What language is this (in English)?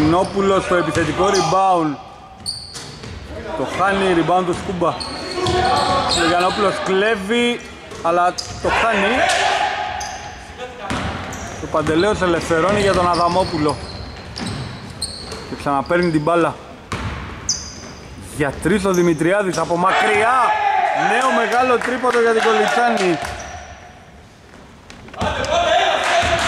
Greek